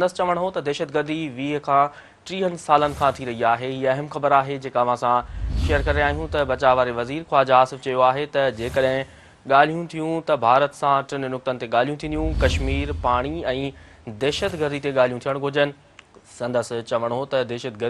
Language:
Sindhi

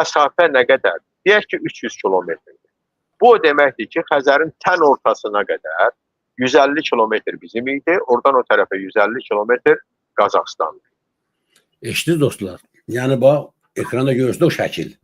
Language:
Azerbaijani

